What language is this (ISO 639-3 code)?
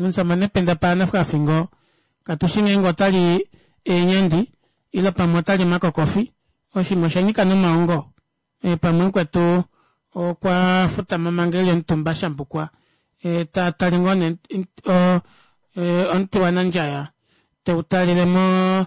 kua